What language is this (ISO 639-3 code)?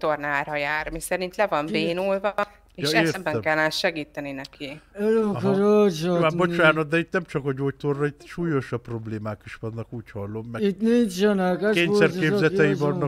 hun